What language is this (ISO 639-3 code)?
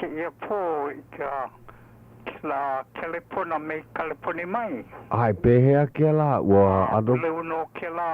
haw